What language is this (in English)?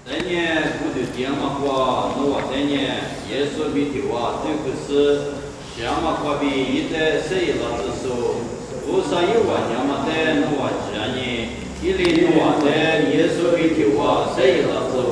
Lisu